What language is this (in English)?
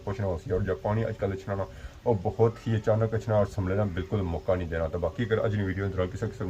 Pahari-Potwari